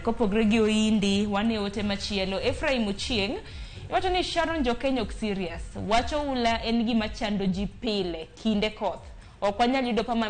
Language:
Luo (Kenya and Tanzania)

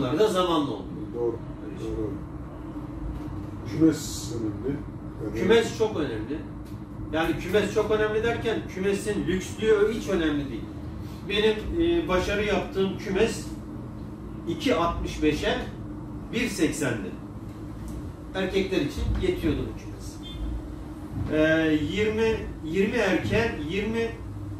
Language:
Turkish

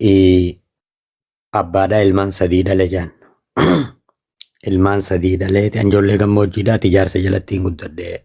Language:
Oromo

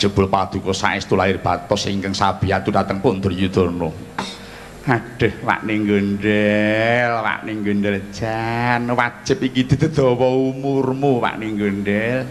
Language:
Javanese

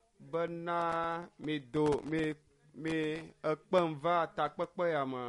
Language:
Ewe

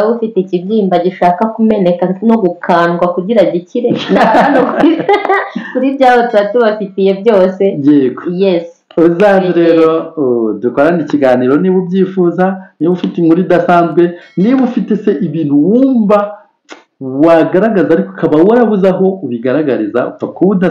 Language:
Kinyarwanda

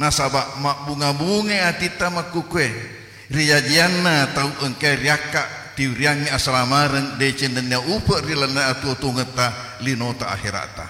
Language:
Buginese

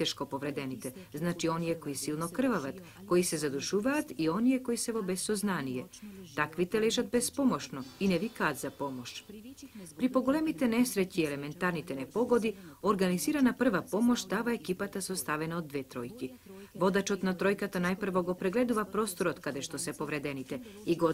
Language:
Macedonian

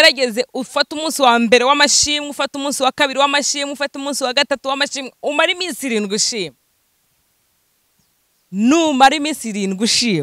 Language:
Kinyarwanda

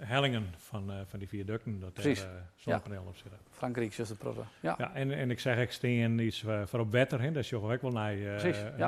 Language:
Western Frisian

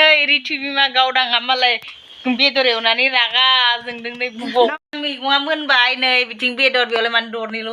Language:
Bodo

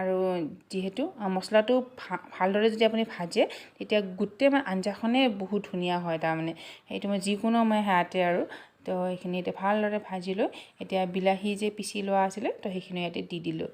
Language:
Assamese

